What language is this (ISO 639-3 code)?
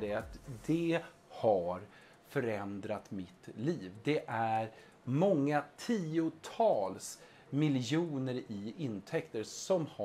swe